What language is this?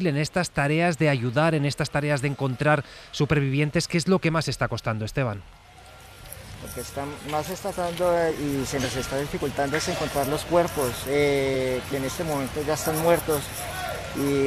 Spanish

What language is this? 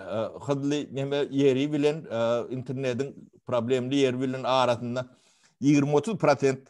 Turkmen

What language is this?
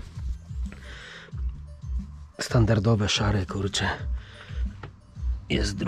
Polish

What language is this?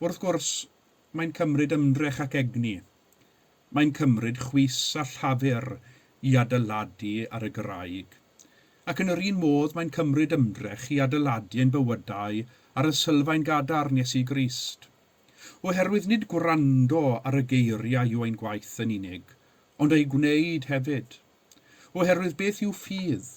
Welsh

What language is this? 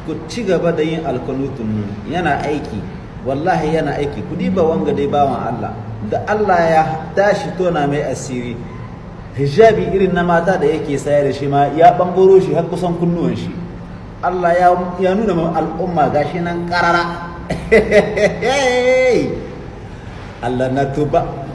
Hausa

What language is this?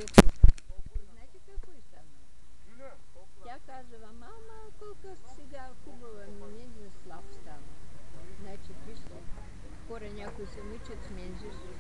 Bulgarian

